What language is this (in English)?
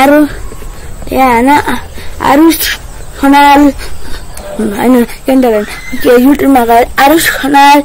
Nepali